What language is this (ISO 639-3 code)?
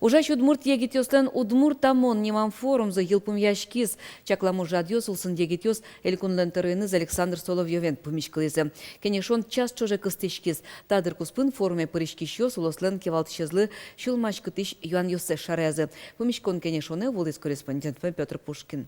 udm